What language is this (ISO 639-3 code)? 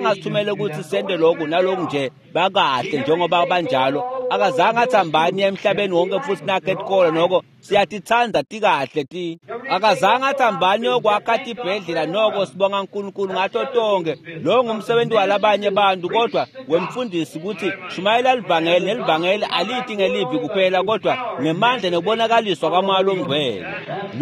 ssw